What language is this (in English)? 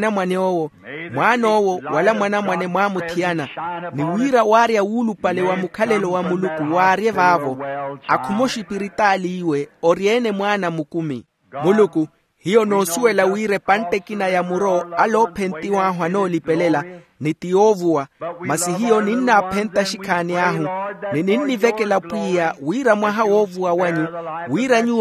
Makhuwa